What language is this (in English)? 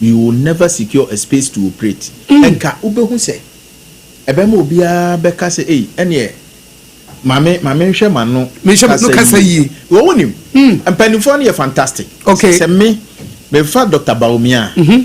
Akan